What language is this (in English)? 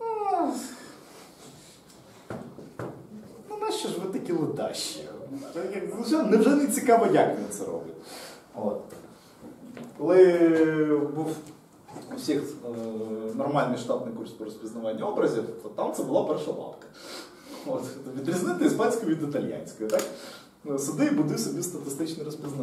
Ukrainian